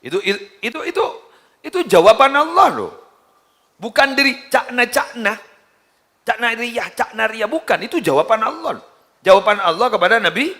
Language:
Madurese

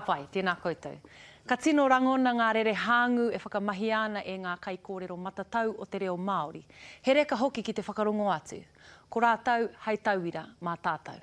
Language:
Māori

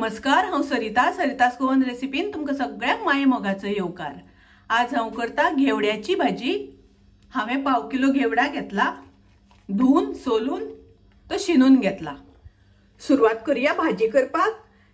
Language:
Konkani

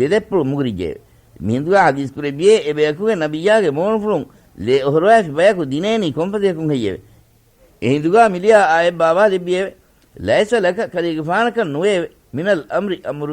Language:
Divehi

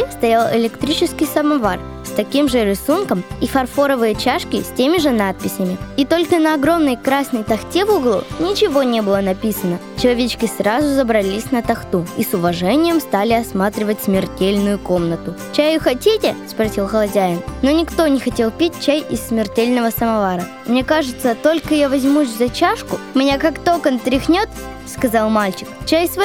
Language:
Russian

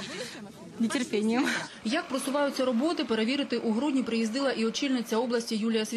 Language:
Ukrainian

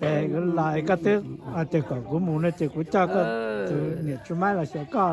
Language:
Hmong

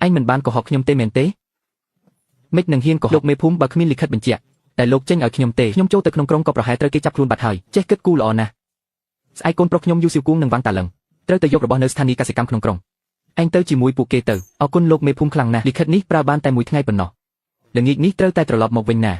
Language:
Khmer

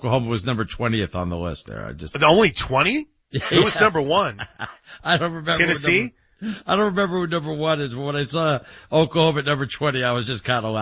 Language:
English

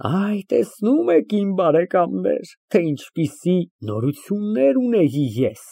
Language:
Armenian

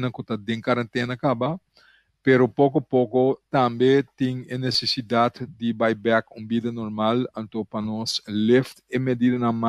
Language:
Papiamento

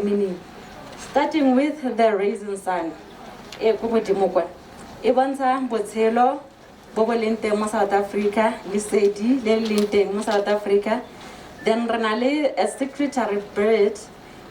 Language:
Tswana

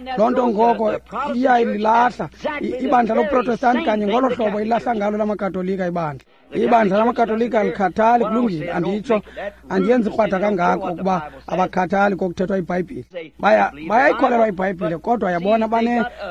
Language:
Xhosa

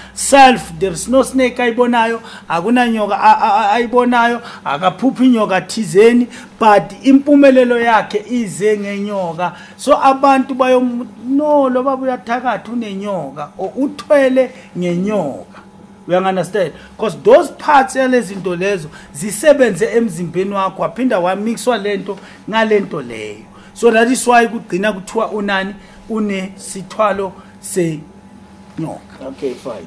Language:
Zulu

